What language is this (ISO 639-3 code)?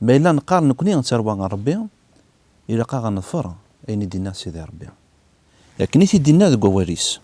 kab